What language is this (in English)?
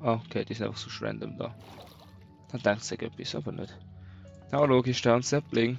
Swiss German